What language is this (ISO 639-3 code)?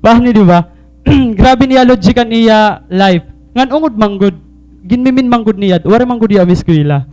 war